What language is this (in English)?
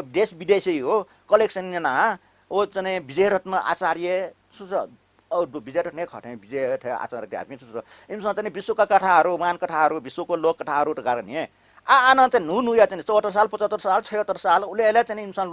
Newari